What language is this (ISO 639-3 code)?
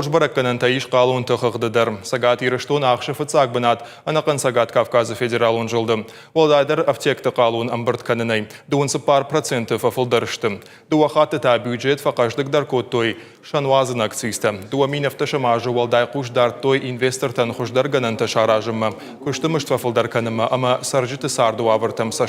oss